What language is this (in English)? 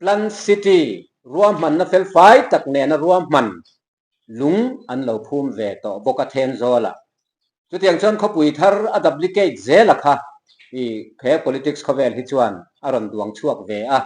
Mizo